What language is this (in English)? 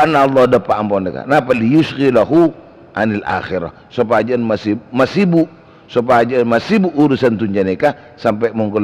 Madurese